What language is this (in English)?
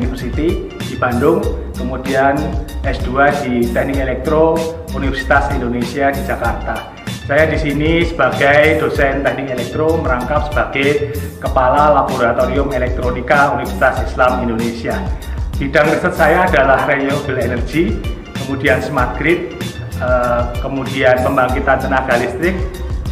Indonesian